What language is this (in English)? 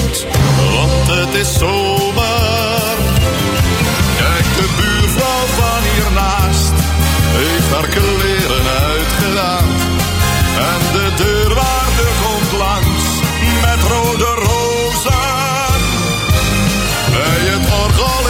Dutch